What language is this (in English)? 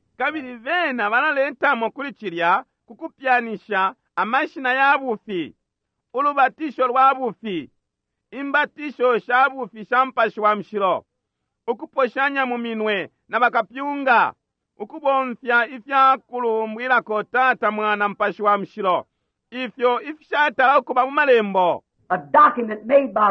Bemba